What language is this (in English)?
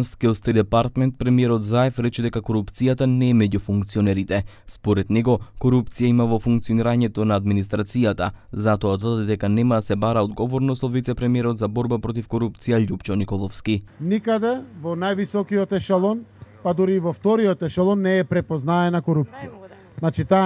Macedonian